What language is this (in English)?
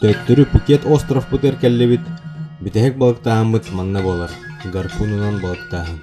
Yakut